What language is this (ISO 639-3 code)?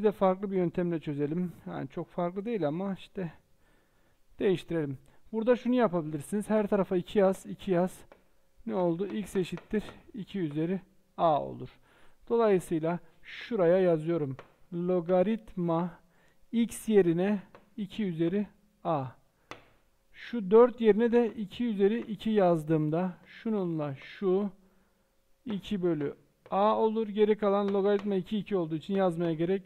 tur